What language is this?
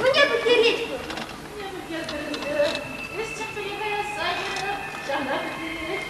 Chuvash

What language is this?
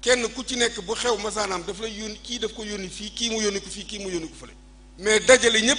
Wolof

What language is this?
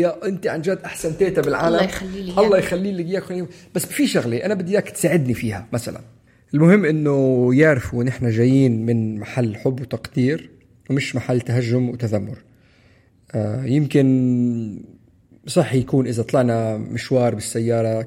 North Levantine Arabic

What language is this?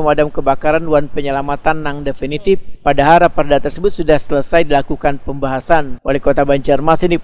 Banjar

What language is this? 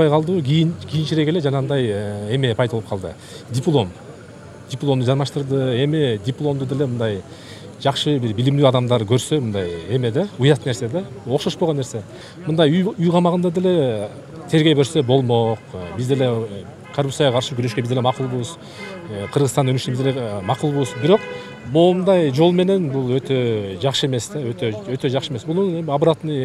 Kyrgyz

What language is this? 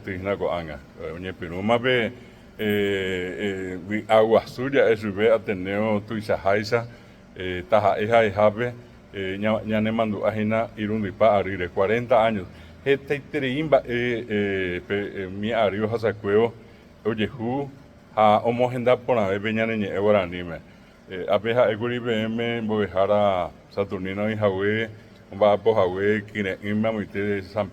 Guarani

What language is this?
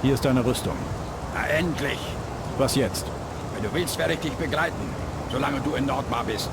Bavarian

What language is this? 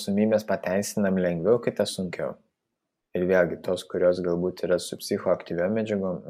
Lithuanian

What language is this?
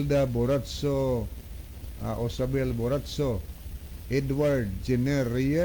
Cebuano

